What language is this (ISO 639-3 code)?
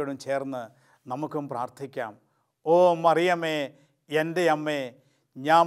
mal